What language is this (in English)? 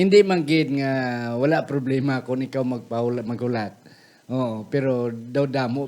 Hiligaynon